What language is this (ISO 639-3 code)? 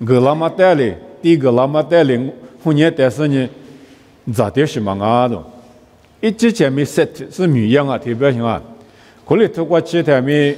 lis